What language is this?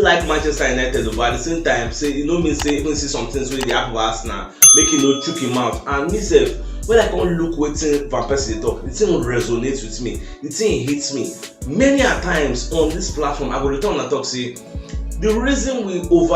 Nigerian Pidgin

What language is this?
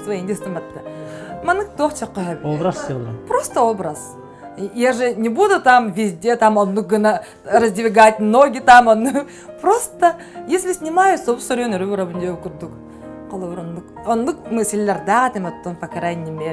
Yakut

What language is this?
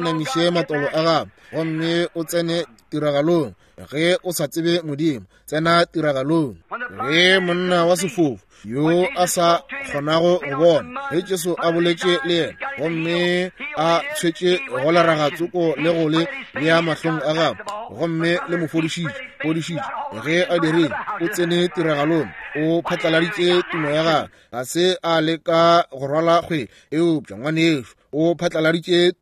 Northern Sotho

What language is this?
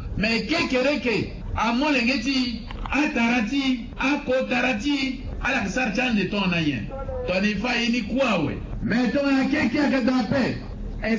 Sango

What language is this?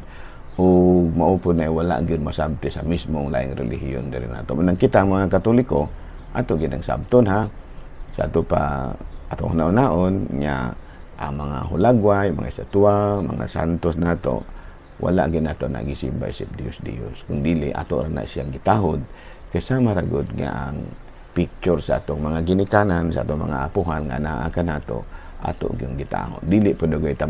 Cebuano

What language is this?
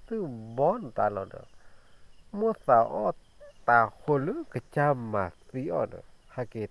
S'gaw Karen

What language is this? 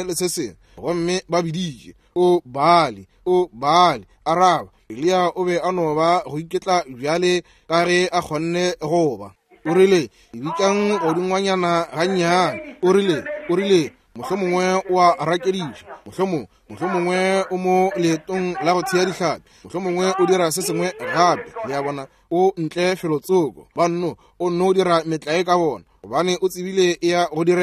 Northern Sotho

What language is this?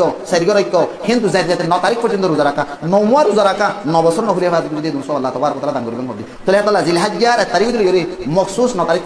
Rohingya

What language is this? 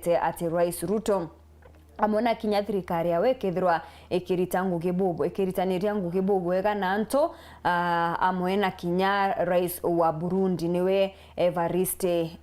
Meru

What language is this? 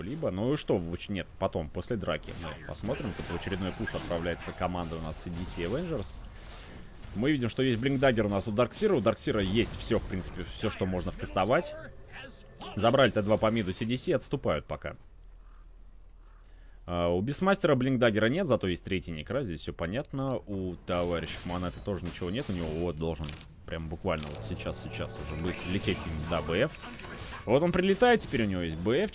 Russian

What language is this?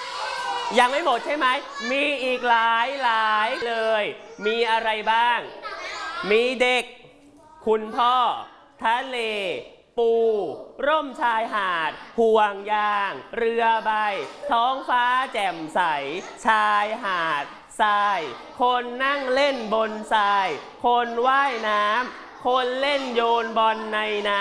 Thai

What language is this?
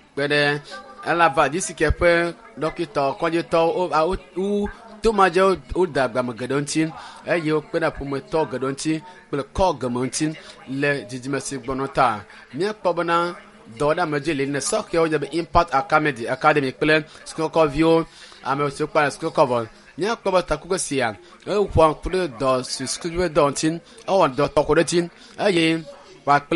Ewe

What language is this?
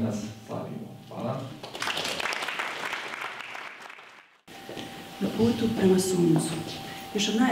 Croatian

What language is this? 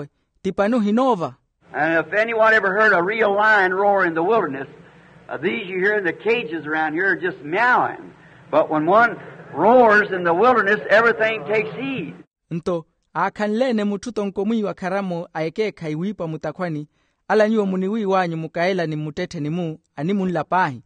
Makhuwa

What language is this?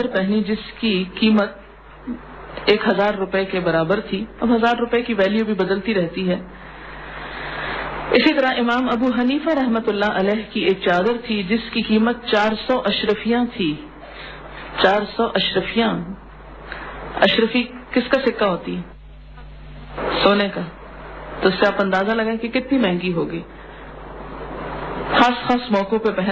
Urdu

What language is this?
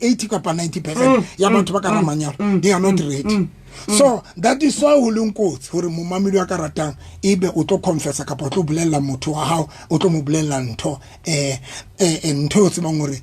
Southern Sotho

